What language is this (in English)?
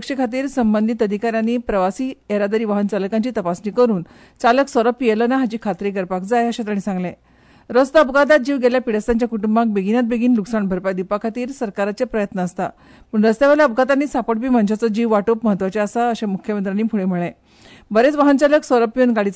Konkani